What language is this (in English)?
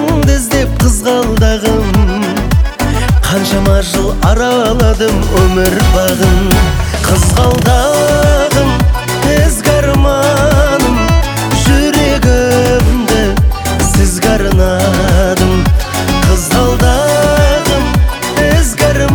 Kazakh